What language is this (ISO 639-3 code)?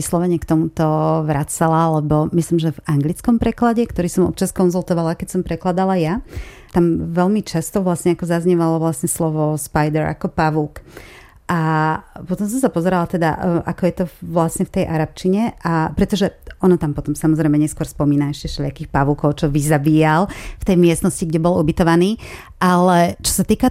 slk